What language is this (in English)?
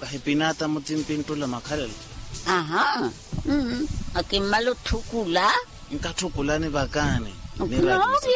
Makhuwa